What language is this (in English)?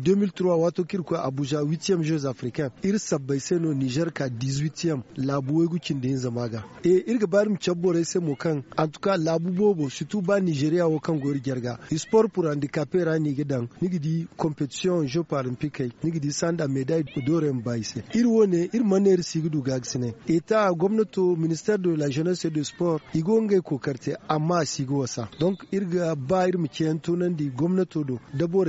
Zarma